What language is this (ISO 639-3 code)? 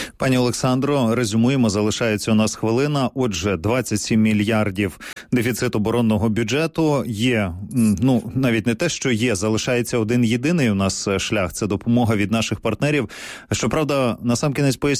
ukr